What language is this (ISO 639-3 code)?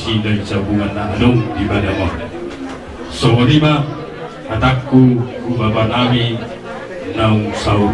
bbc